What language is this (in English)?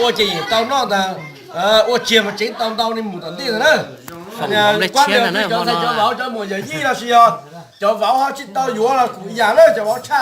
Hmong